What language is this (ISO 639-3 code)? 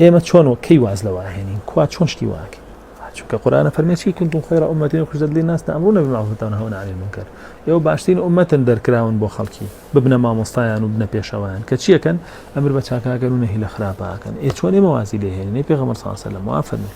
ckb